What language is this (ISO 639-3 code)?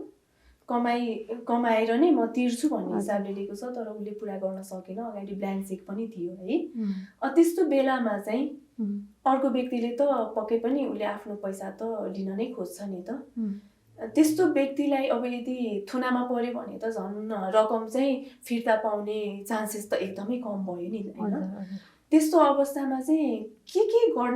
nep